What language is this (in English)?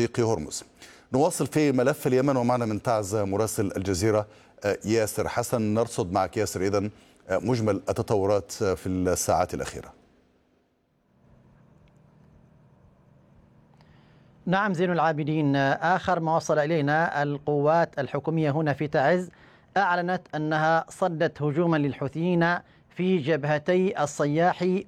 Arabic